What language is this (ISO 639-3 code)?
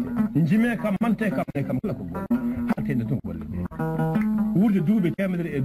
ful